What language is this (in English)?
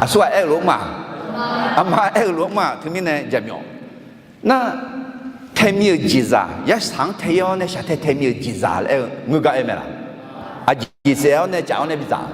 Akha